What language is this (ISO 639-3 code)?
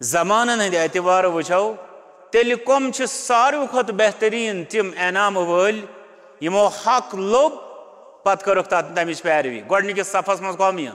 kas